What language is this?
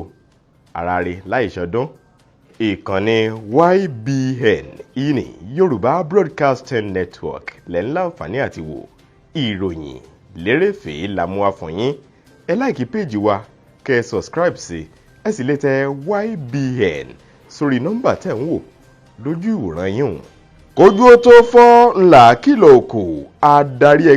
Yoruba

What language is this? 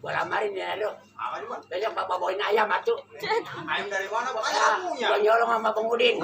Betawi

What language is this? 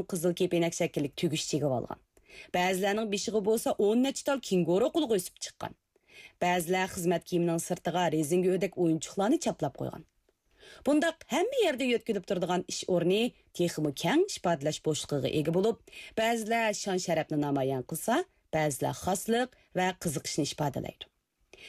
Uyghur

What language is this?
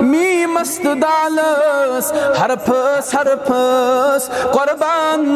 Kashmiri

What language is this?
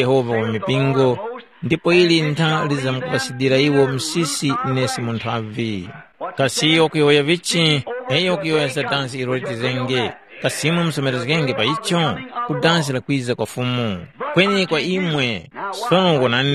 Tumbuka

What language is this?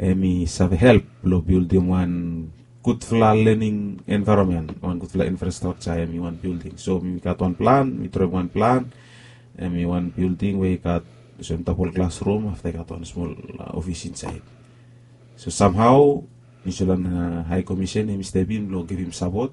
Bislama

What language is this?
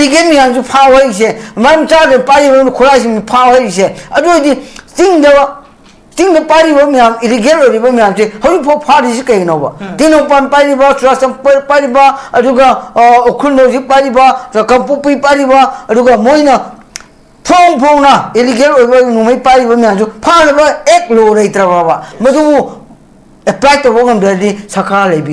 Manipuri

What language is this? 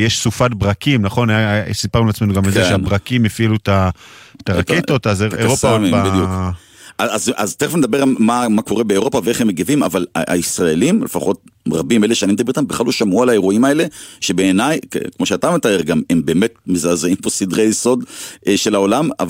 Hebrew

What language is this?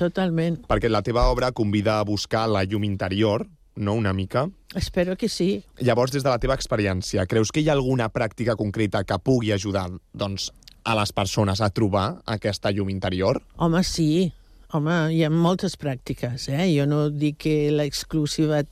Catalan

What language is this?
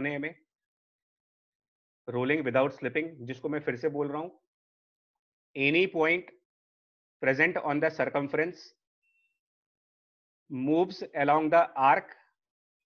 Hindi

